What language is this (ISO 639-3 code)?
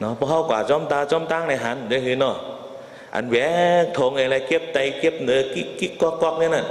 shn